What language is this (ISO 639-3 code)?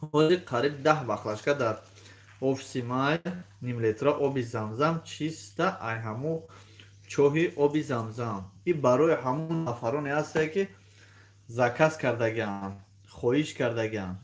tgk